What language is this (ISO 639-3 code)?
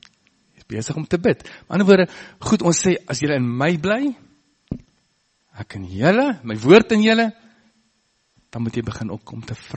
afr